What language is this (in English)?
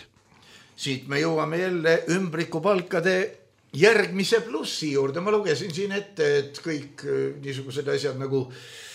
Estonian